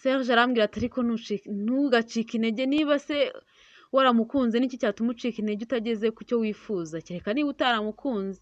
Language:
Kinyarwanda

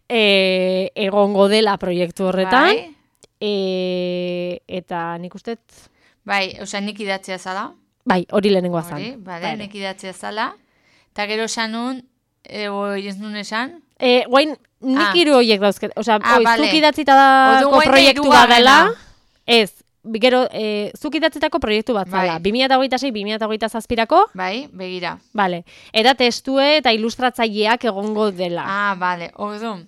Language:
Basque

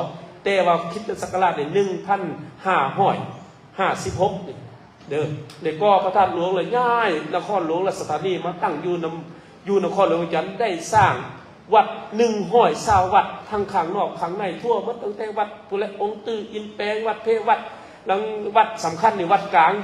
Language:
Lao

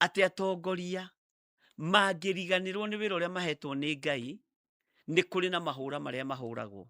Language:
Kikuyu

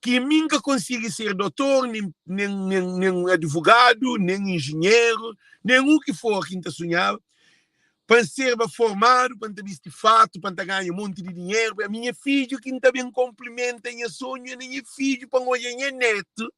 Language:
Kabuverdianu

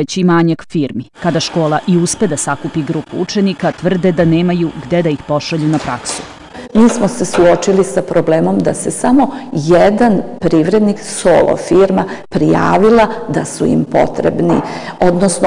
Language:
Serbian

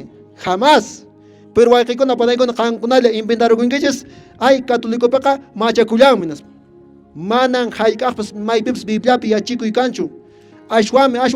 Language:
Quechua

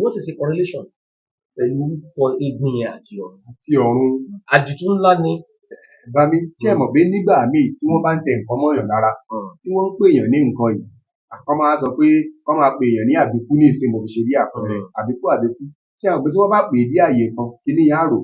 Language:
Yoruba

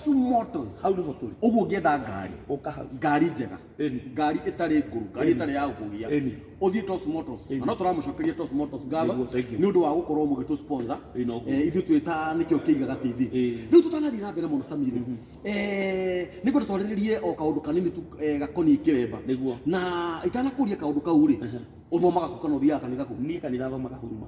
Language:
Kikuyu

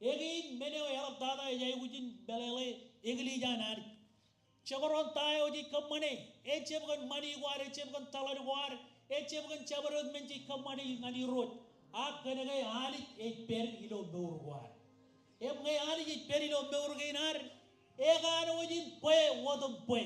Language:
Marshallese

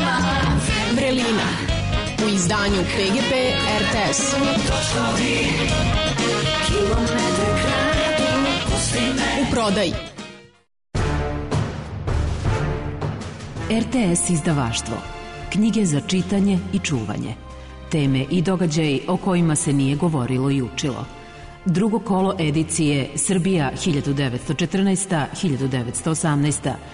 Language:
Serbian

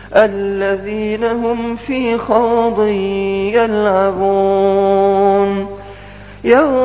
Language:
Arabic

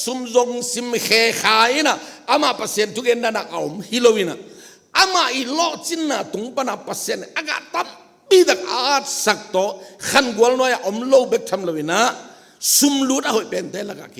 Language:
Tedim Chin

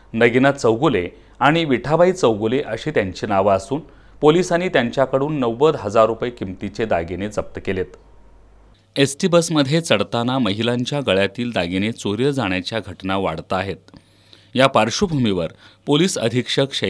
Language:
Marathi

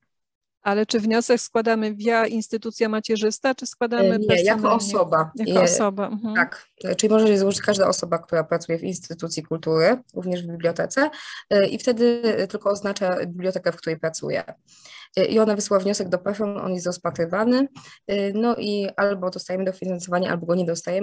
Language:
Polish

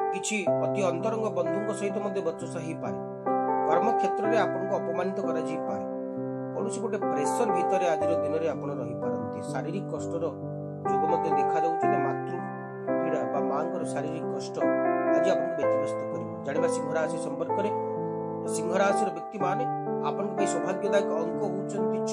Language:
Odia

